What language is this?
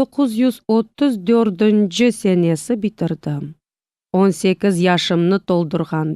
Crimean Tatar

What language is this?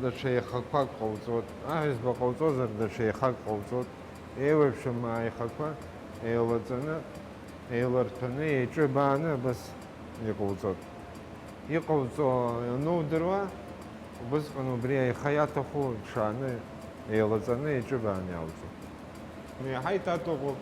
Abkhazian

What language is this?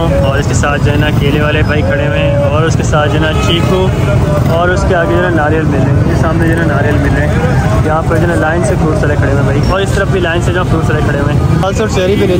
Hindi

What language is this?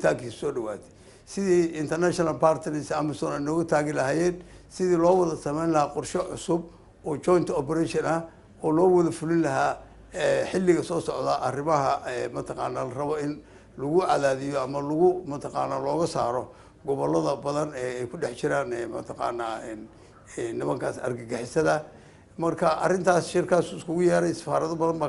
Somali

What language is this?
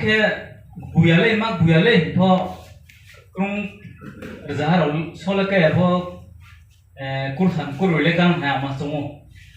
Riang (India)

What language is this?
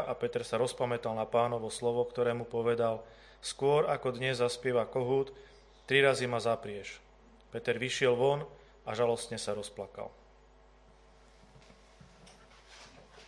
Slovak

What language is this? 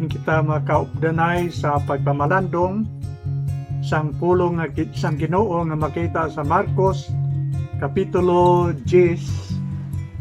Hiligaynon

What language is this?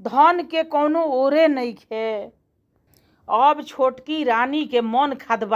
Bhojpuri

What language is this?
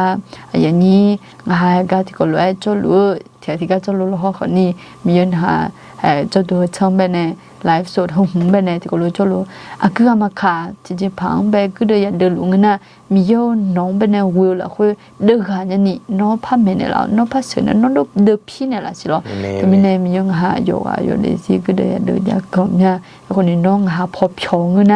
Akha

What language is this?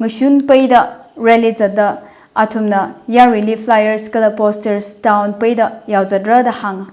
Tangkhul Naga (India)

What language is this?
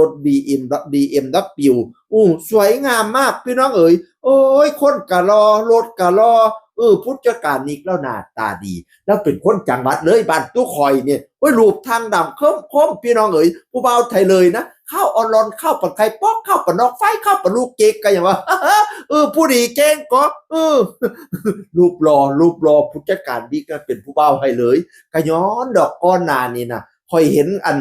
Northeastern Thai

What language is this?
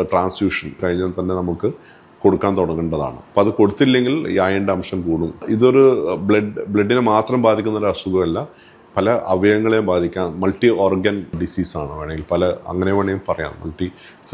Malayalam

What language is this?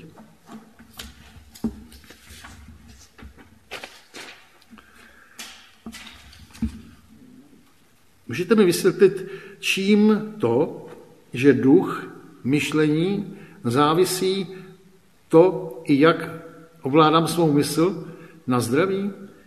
Czech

